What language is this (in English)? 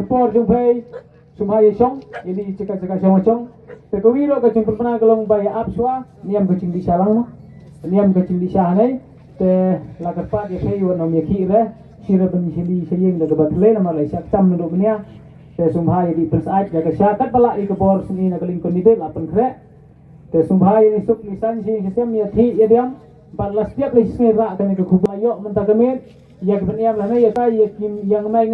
Khasi